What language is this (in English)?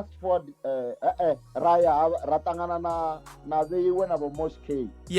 Venda